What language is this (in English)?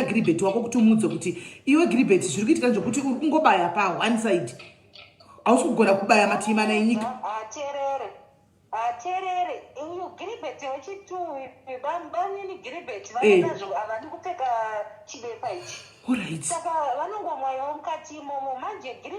Shona